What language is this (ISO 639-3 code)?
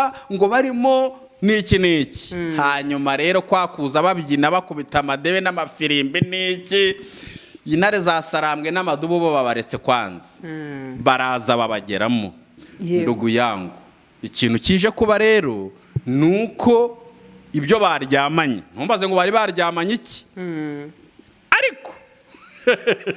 kin